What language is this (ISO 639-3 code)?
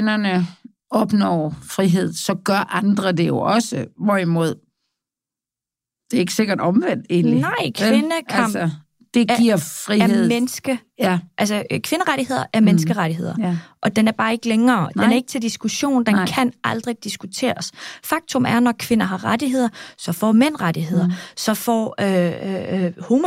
dan